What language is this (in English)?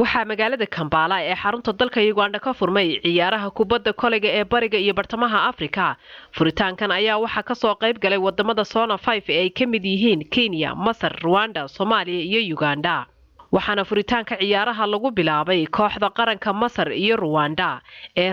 Somali